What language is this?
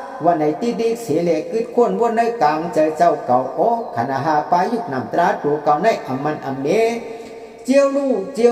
Shan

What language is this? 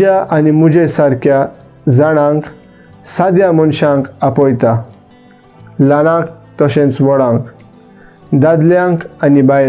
Konkani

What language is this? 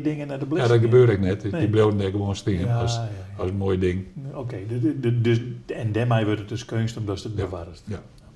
Western Frisian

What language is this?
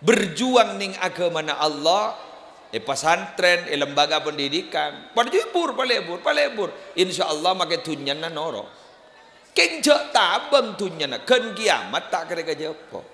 Madurese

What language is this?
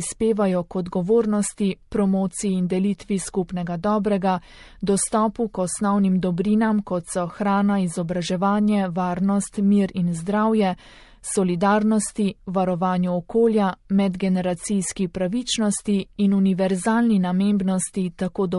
Slovenian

